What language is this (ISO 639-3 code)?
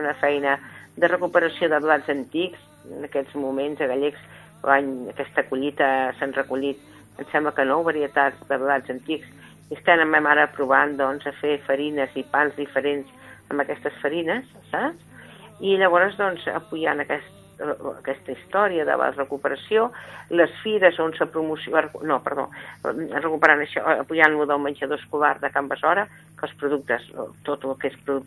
cat